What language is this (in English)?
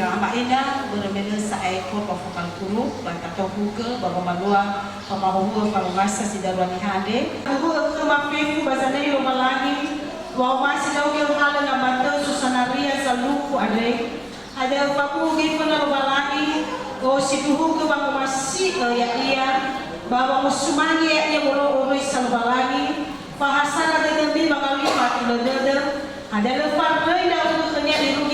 Nias